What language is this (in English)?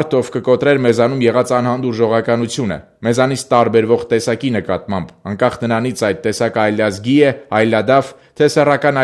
Armenian